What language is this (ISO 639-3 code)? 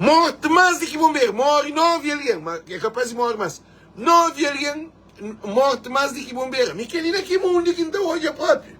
kea